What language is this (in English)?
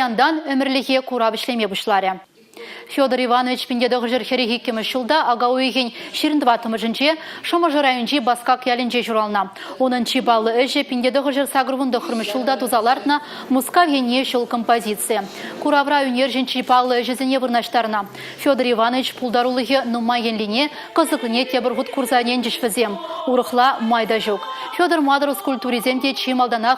Chuvash